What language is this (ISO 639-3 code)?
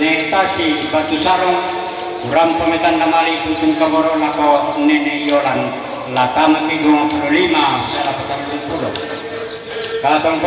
sda